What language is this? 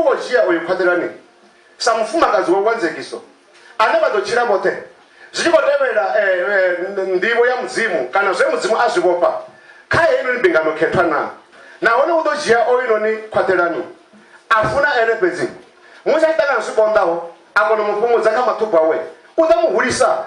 Venda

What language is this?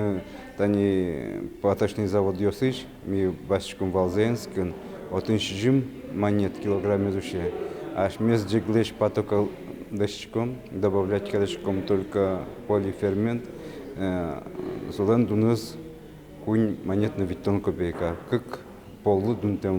Udmurt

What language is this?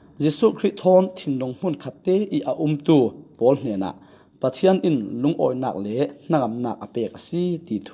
Falam Chin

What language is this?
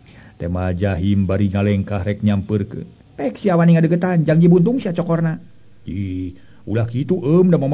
Sundanese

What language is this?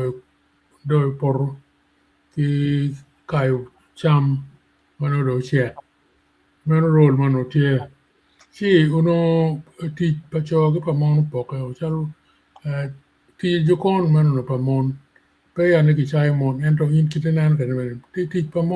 Acoli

